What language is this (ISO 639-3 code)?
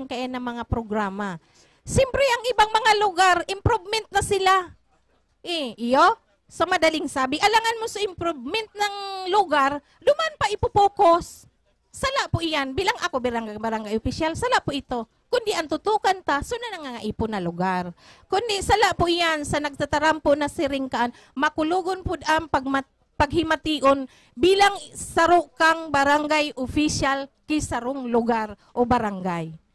bik